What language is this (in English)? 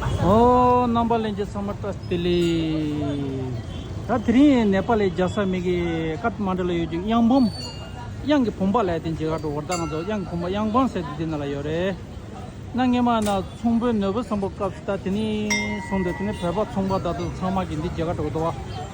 Tibetan